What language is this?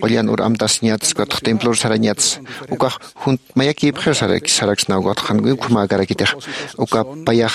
Aymara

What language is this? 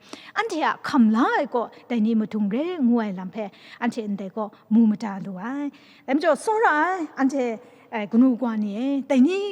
Kachin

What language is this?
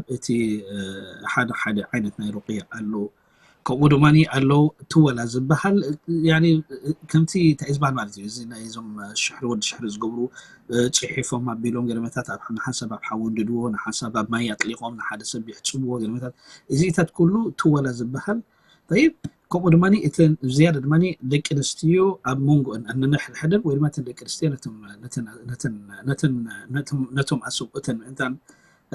Tigrinya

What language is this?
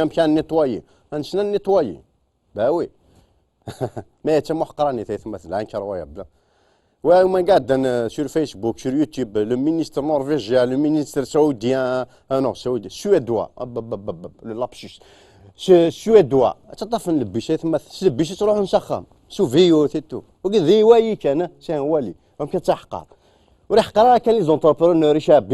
Kabyle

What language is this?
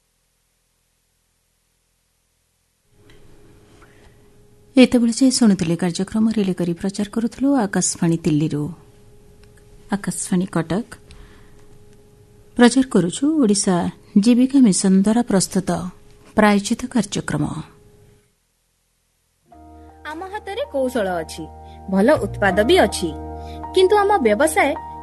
Odia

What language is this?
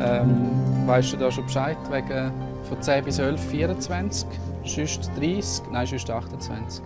Romansh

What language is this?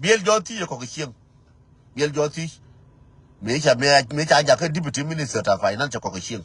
Nuer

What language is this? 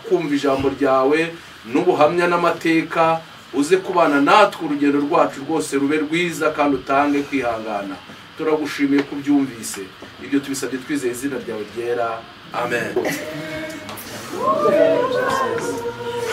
Kinyarwanda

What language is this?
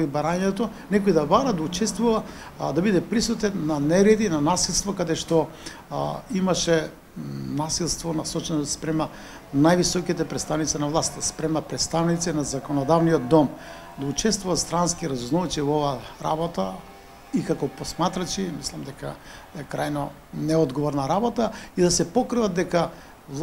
Macedonian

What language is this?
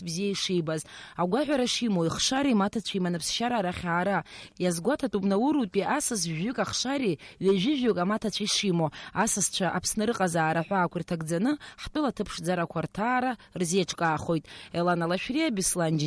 Abkhazian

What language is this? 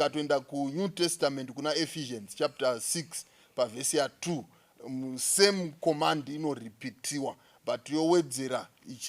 Shona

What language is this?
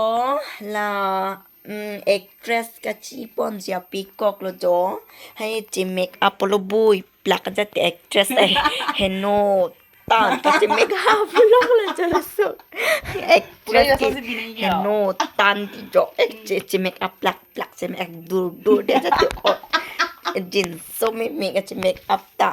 Karbi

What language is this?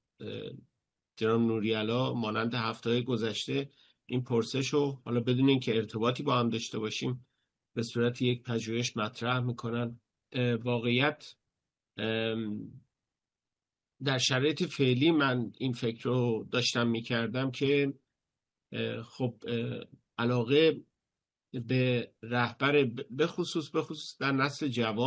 Persian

